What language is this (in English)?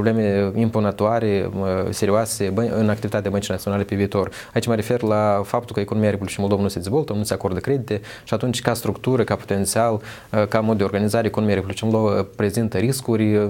Romanian